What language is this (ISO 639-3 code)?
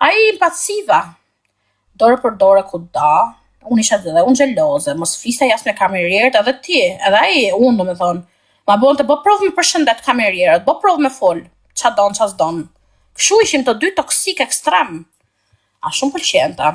sqi